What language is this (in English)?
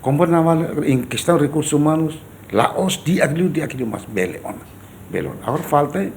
Tetum